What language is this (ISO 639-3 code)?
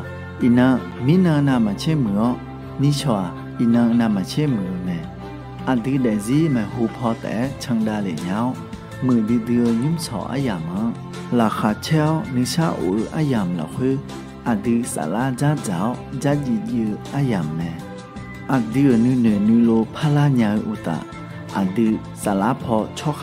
ahk